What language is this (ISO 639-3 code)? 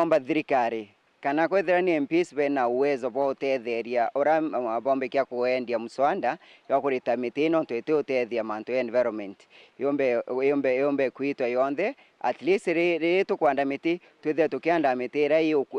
mer